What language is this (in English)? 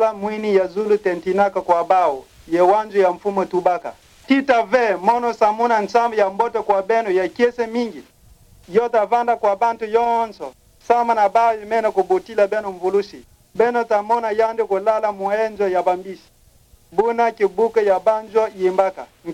Kituba (Democratic Republic of Congo)